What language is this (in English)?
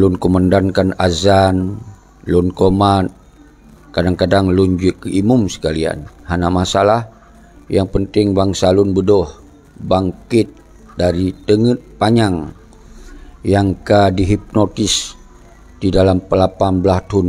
Achinese